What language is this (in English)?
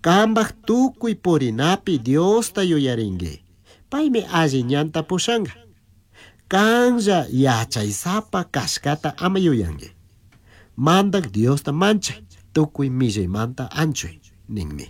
Chimborazo Highland Quichua